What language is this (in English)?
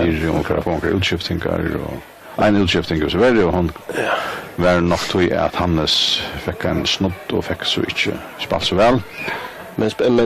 Faroese